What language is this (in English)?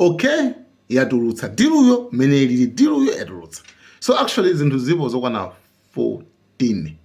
Nyanja